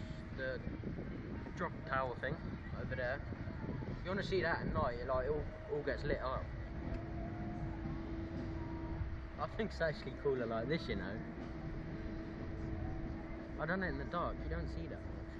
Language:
English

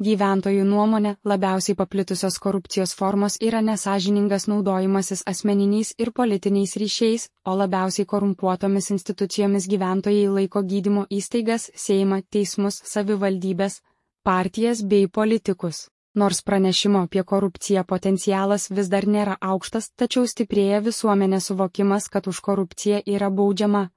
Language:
Lithuanian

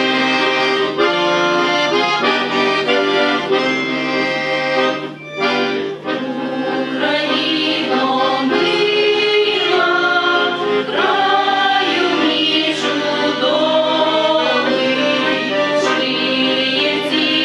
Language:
Ukrainian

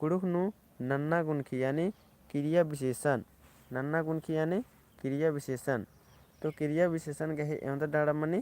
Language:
Kurukh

